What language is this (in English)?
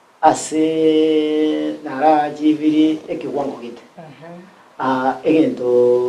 Gusii